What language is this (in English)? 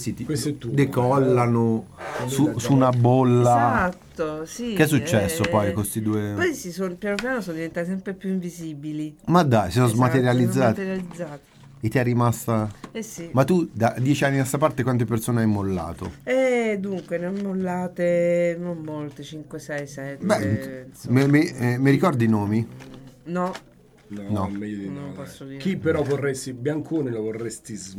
Italian